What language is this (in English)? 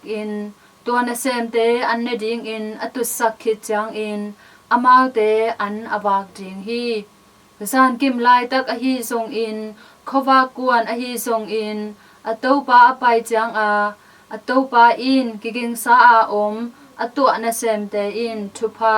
Tedim Chin